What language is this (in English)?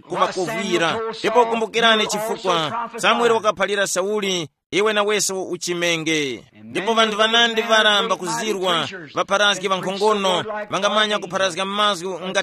Tumbuka